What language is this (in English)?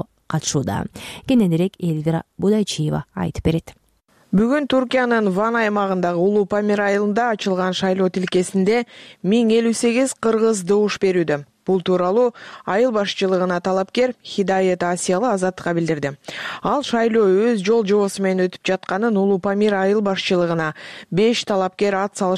Kyrgyz